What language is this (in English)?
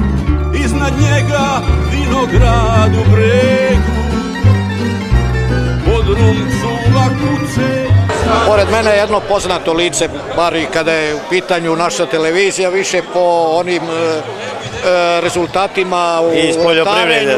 Serbian